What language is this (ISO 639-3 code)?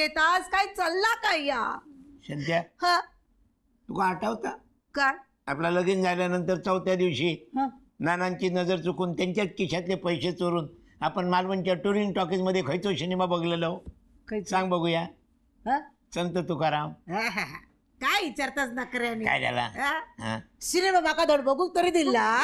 mar